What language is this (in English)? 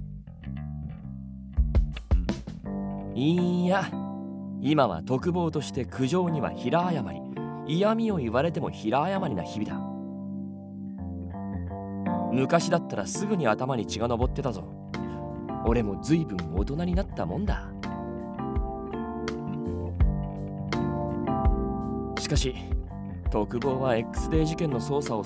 Japanese